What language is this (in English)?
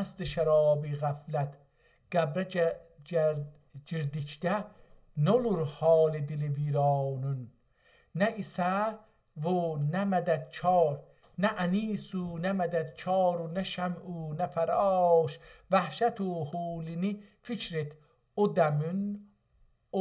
South Azerbaijani